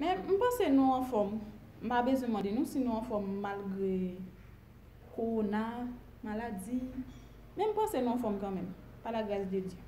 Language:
Haitian Creole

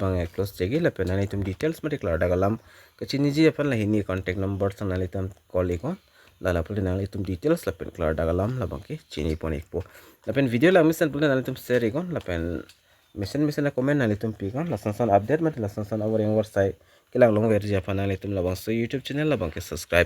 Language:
Karbi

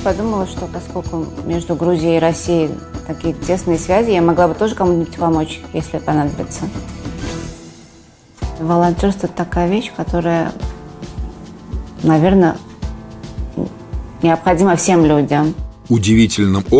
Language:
Russian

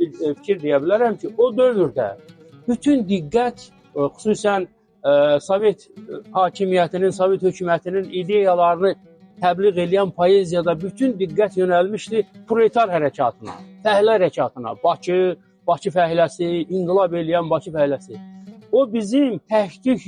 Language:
Azerbaijani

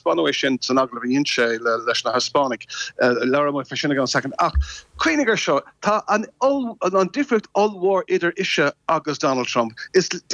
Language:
Irish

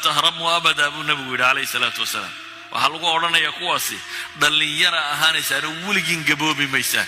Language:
Somali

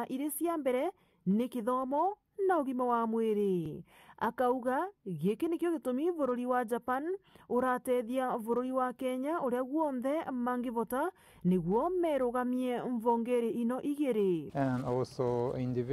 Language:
Meru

